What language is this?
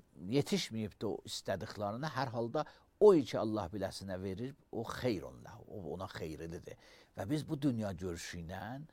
Azerbaijani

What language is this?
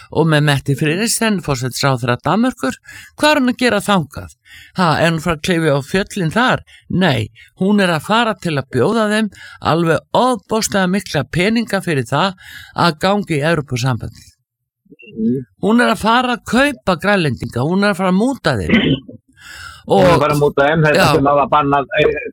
Icelandic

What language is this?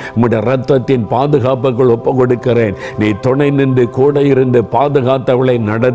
Tamil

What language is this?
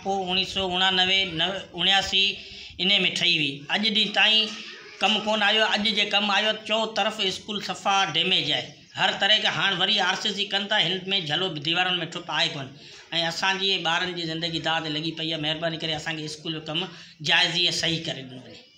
Sindhi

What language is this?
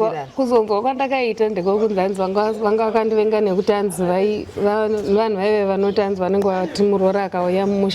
Shona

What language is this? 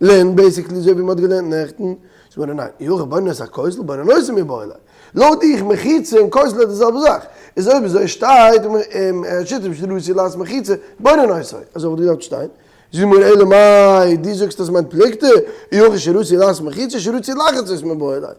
Yiddish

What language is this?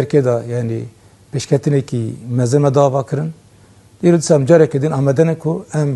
Kurdish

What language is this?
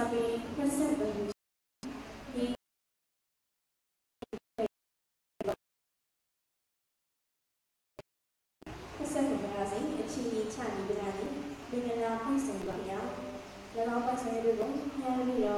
Burmese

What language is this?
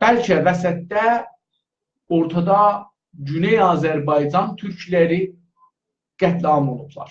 South Azerbaijani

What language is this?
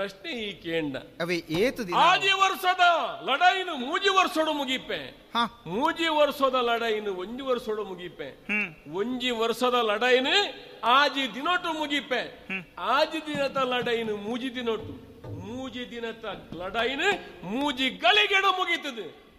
Tulu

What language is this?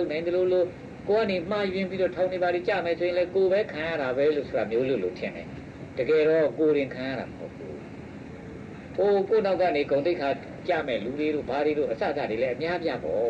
Burmese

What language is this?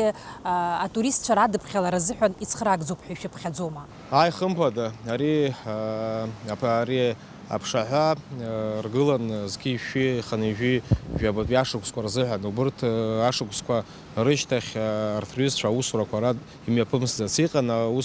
Abkhazian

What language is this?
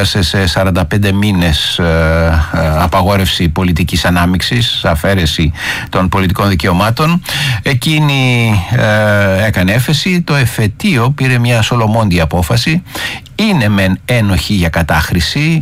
Greek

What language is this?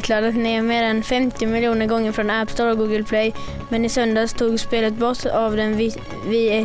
Swedish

